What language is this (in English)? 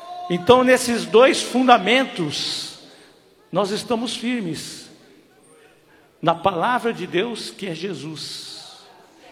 Portuguese